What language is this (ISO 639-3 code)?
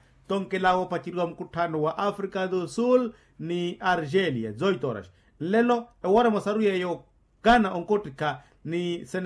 vmw